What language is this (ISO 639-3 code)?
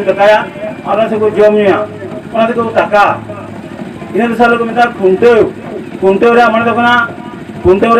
sat